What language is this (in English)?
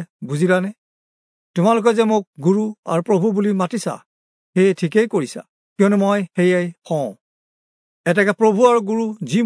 Assamese